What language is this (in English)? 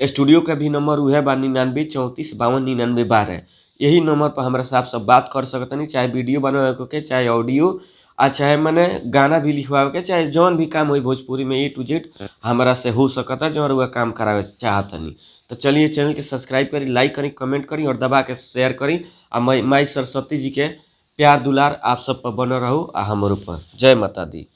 Bhojpuri